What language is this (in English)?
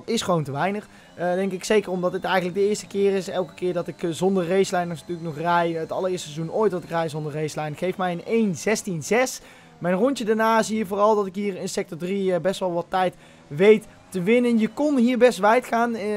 Dutch